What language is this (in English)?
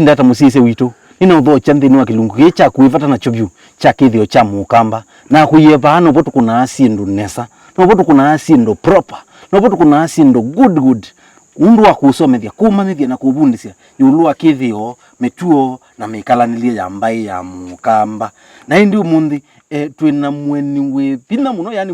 Kamba